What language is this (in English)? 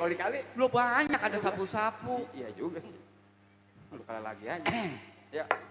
Betawi